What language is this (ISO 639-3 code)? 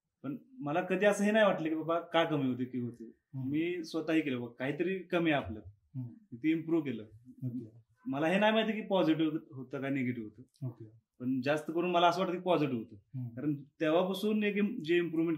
mar